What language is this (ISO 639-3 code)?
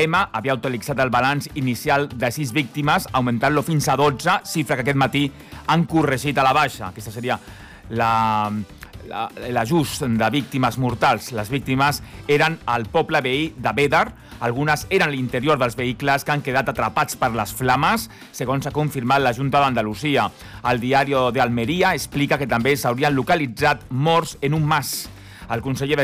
cat